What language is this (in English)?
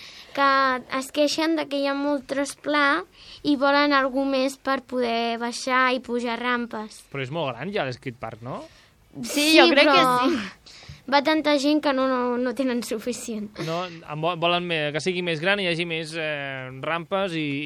Catalan